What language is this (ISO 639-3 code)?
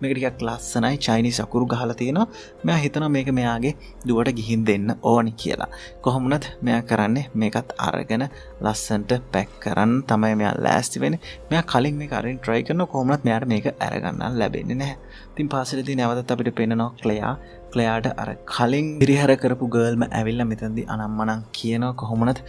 sin